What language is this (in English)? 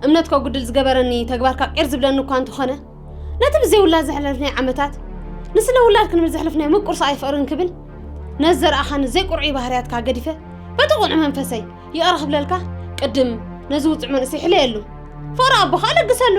Tigrinya